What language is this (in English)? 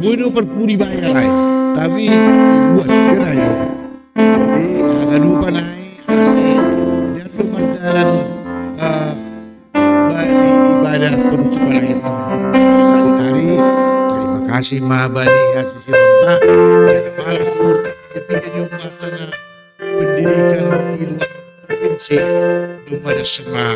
Batak Simalungun